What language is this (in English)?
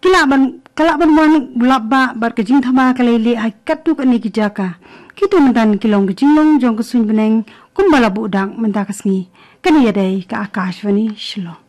Khasi